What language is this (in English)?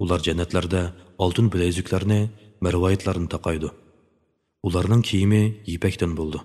Uyghur